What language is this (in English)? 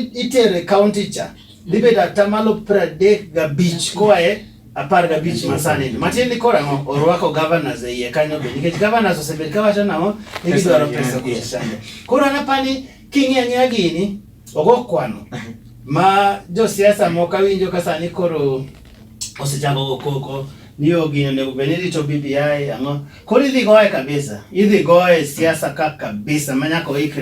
Luo (Kenya and Tanzania)